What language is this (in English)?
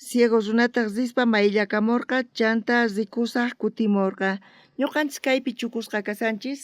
South Bolivian Quechua